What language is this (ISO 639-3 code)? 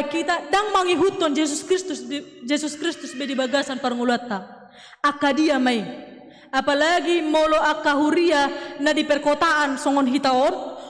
bbc